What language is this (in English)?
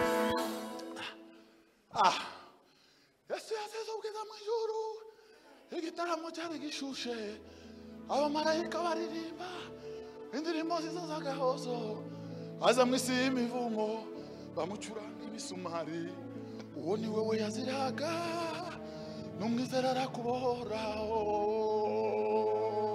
Kinyarwanda